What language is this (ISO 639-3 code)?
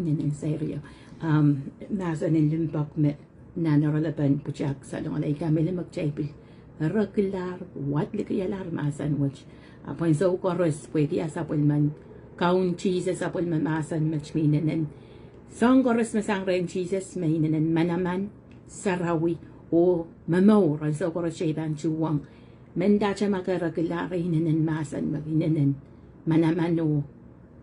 pon